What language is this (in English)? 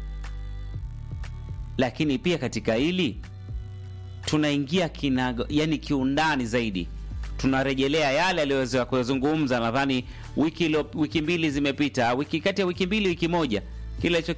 Swahili